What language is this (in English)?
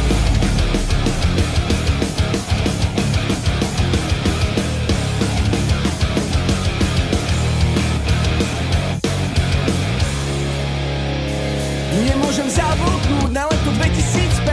Slovak